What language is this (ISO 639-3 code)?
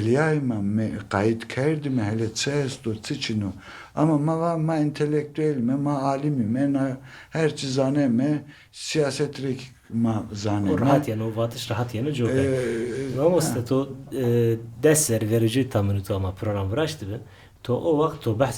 zza